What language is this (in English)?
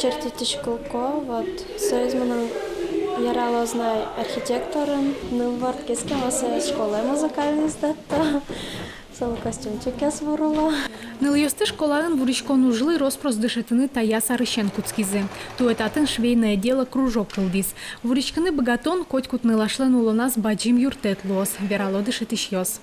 Udmurt